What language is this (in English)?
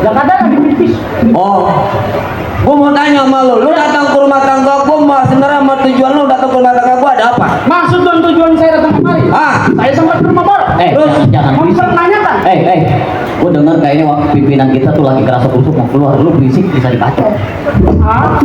Betawi